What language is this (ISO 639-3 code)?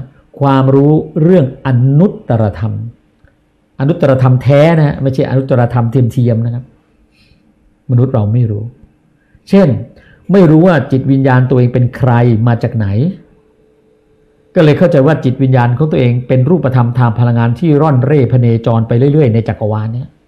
tha